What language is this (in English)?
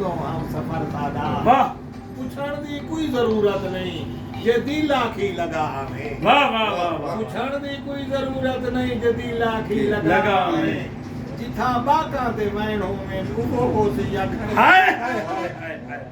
Saraiki